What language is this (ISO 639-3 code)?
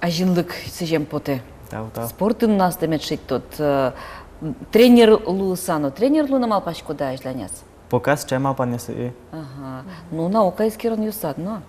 udm